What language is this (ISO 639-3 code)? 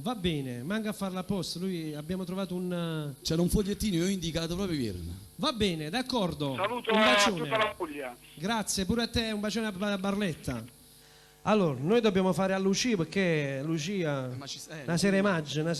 nap